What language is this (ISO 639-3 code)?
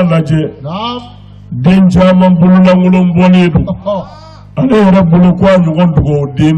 bam